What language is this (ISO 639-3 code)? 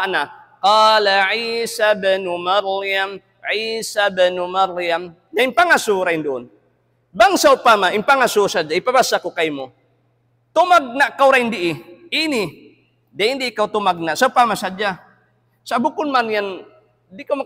tsg